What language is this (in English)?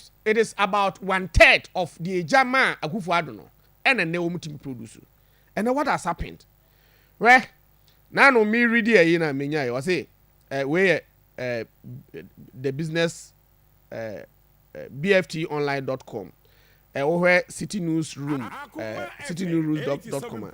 Akan